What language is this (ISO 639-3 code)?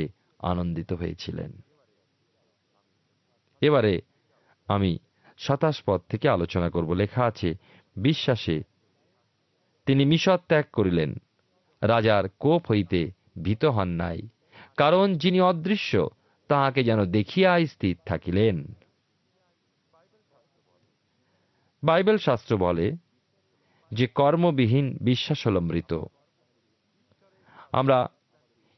ben